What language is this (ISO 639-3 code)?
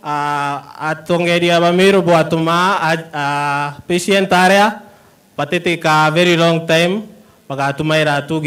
mer